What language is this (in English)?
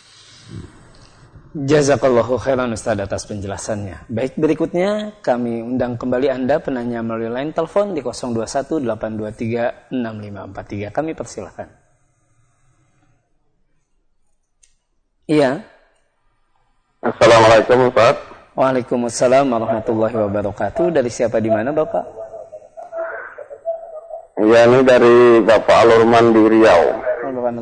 Indonesian